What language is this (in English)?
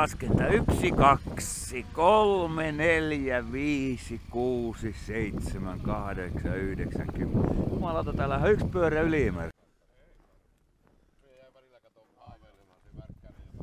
Finnish